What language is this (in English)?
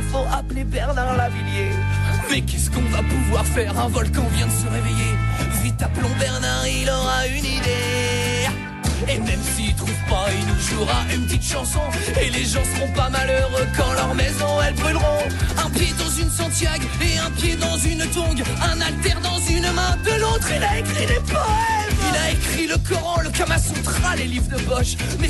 French